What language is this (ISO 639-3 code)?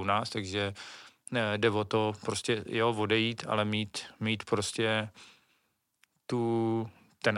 ces